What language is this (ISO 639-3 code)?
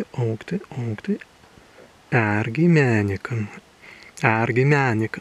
prg